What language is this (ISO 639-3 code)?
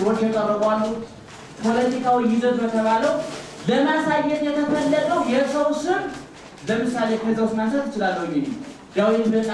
amh